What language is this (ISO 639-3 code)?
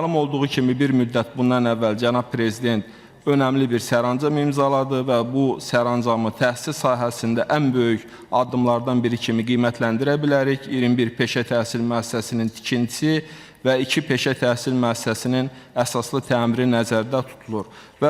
aze